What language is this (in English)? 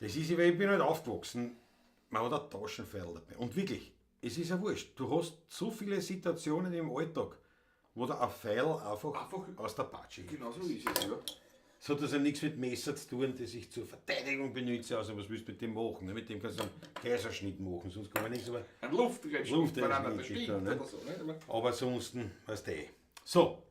Bavarian